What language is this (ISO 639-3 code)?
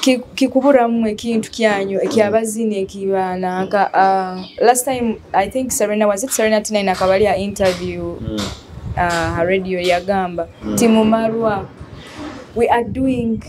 nyo